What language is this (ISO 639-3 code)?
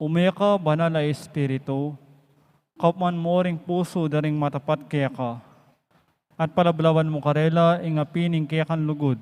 pam